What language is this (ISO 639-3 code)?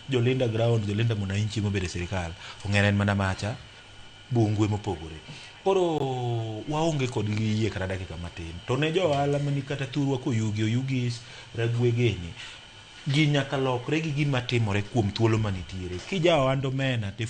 luo